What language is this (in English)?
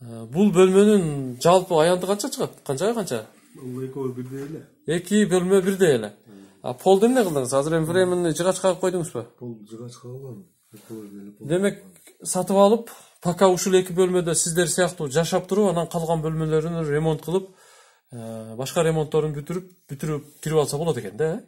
Kyrgyz